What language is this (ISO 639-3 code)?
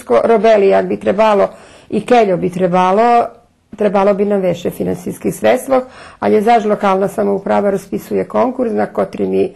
rue